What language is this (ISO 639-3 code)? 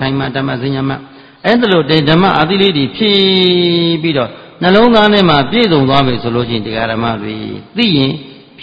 mya